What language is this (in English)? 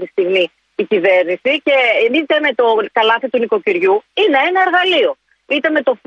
Greek